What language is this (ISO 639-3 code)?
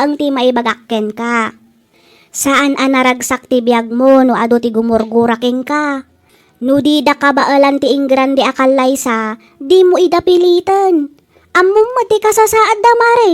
ilo